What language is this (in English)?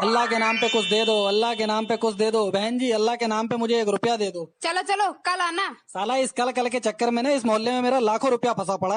Karbi